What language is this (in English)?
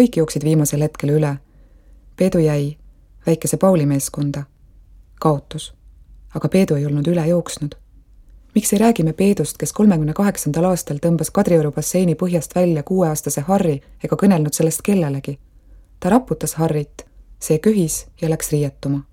Estonian